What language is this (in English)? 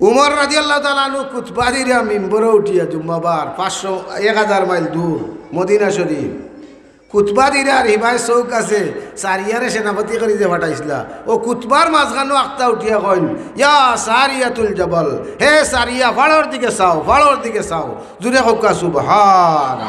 Sylheti